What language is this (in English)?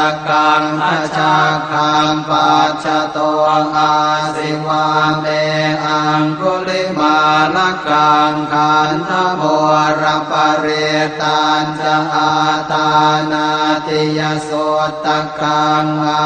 Pali